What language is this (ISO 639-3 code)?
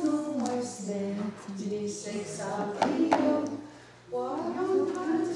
moh